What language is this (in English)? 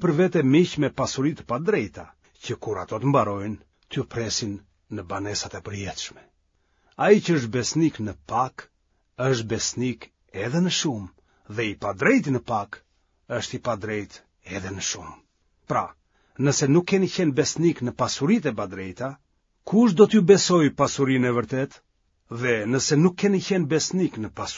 Albanian